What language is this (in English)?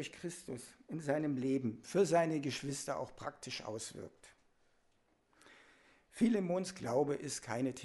German